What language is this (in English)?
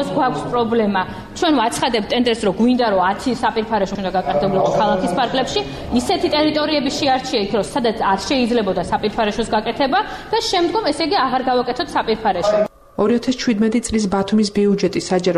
Georgian